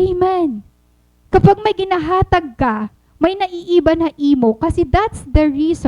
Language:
Waray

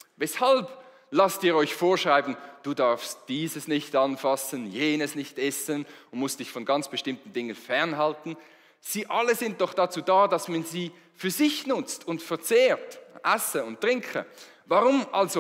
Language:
Swiss German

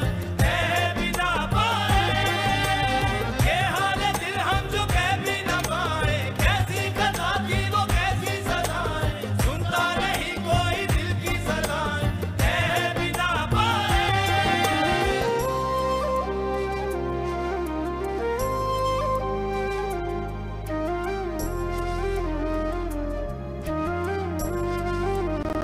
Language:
Hindi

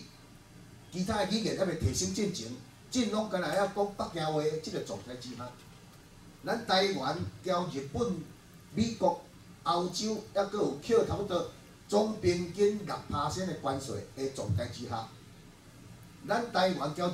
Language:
Min Nan Chinese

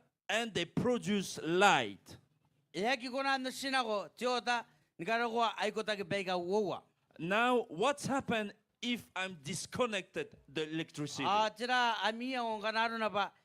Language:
Gilbertese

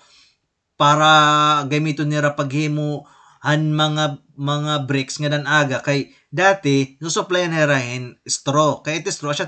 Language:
Waray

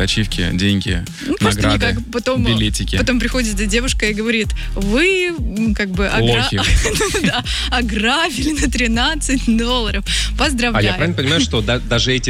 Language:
Russian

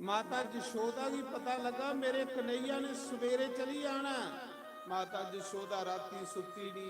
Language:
Dogri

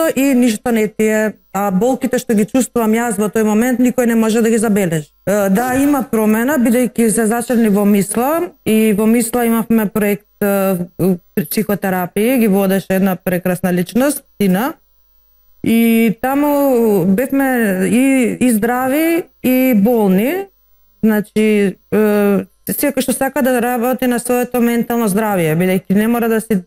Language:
Macedonian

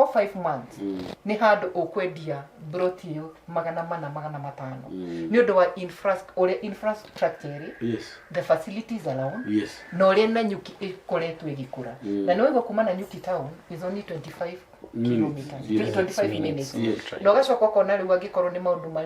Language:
Kikuyu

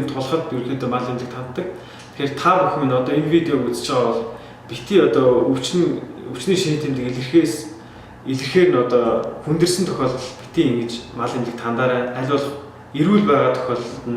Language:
Mongolian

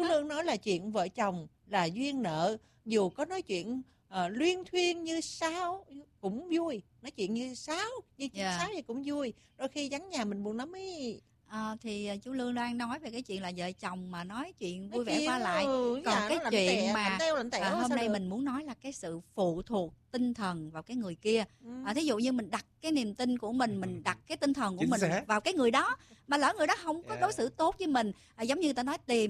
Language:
Vietnamese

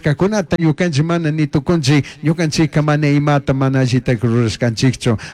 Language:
Chimborazo Highland Quichua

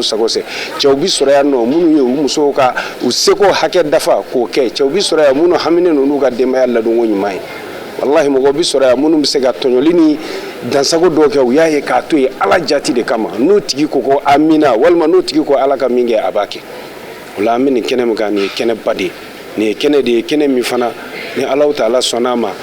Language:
Bambara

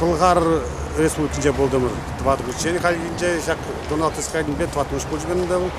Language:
Chuvash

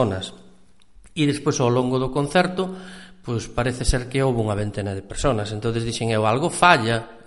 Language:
Galician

